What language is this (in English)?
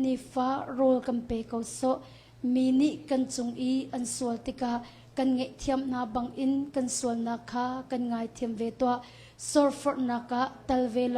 Hakha Chin